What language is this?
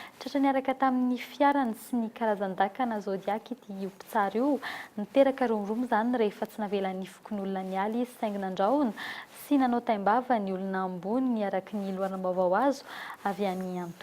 Malagasy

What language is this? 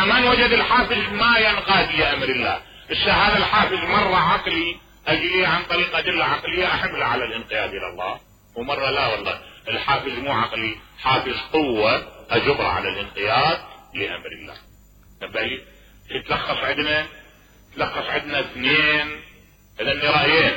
Mesopotamian Arabic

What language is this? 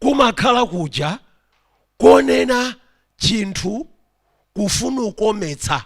Nyanja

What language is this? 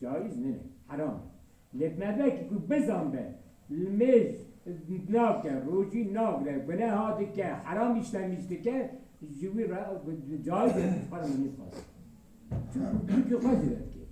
Kurdish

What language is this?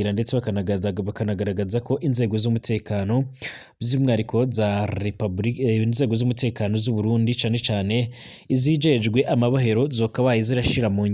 Rundi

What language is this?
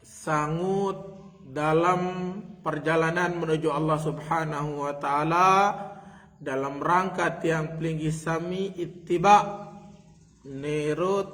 Sasak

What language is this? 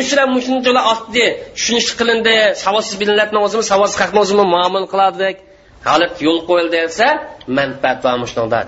Uyghur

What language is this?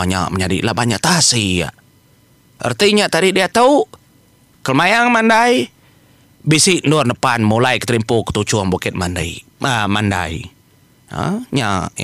Iban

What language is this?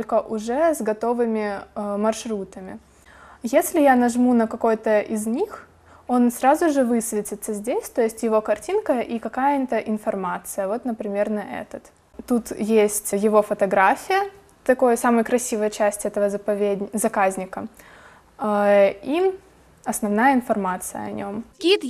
Crimean Tatar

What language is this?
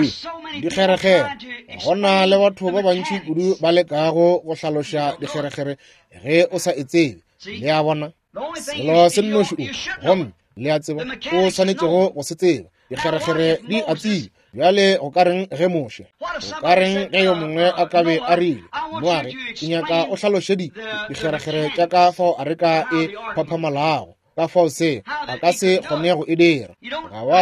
Northern Sotho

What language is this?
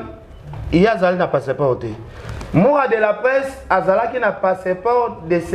Lingala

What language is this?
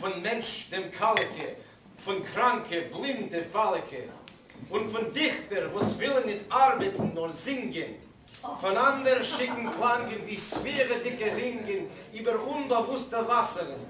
Yiddish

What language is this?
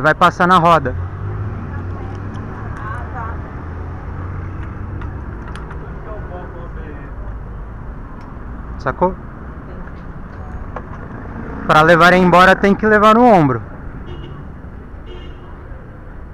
Portuguese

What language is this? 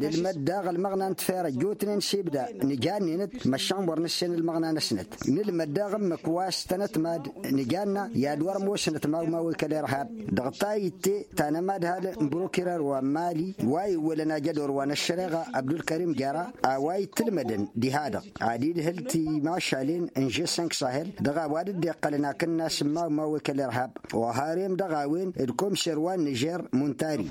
Tamasheq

